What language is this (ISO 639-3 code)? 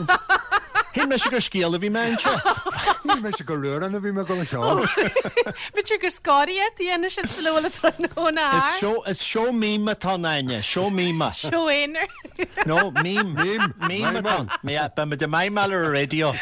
gle